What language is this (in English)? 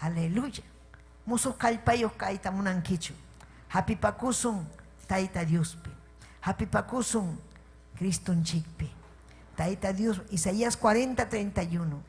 Ayacucho Quechua